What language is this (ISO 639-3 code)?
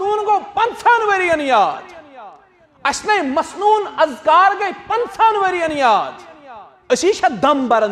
kas